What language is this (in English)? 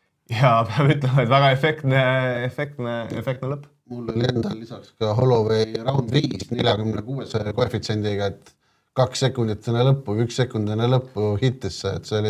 Estonian